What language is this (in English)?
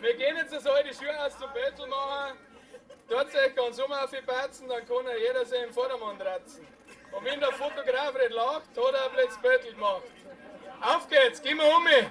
Bavarian